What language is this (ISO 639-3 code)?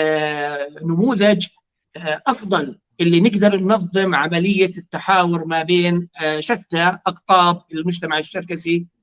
apc